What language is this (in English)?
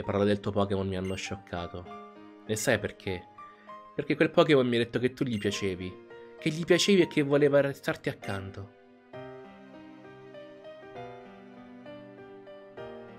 Italian